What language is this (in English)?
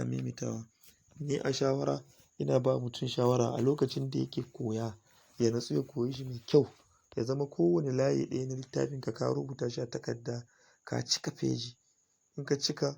Hausa